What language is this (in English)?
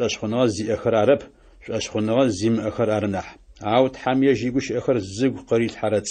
Adyghe